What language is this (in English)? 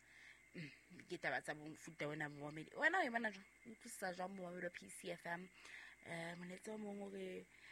Southern Sotho